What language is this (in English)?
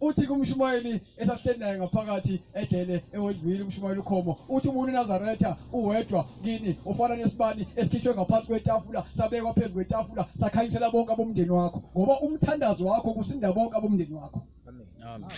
Zulu